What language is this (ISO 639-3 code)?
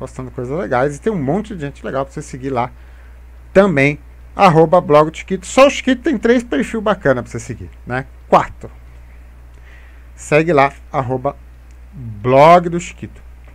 por